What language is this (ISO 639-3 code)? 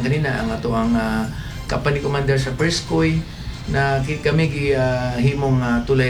ceb